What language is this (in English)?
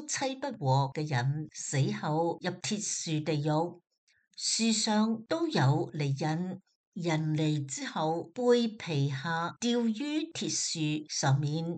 Cantonese